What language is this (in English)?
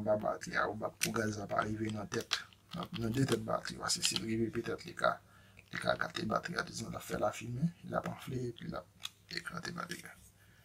Haitian Creole